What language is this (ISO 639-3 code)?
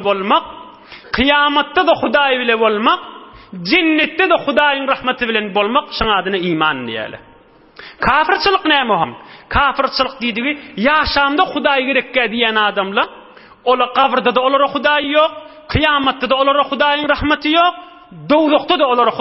tuk